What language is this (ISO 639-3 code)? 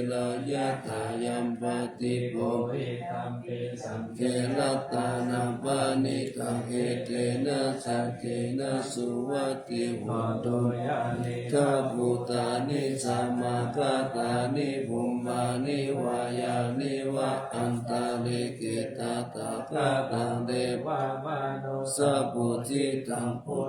pli